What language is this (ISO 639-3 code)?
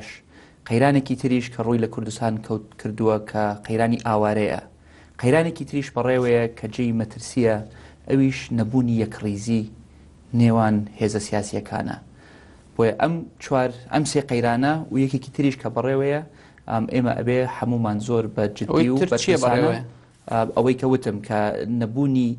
ckb